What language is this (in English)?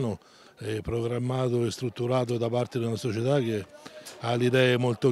Italian